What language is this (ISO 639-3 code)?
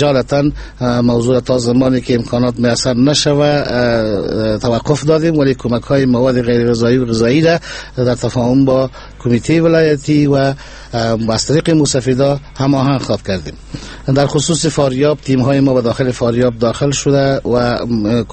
fas